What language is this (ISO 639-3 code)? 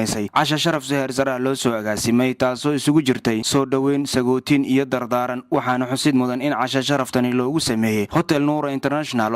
som